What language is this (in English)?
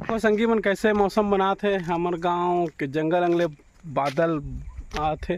Chhattisgarhi